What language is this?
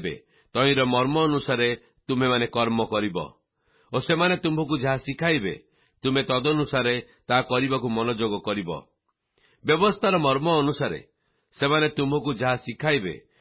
Odia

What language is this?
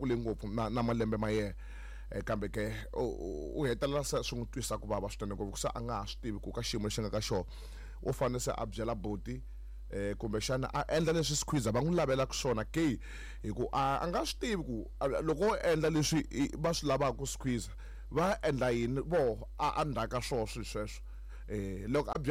Tsonga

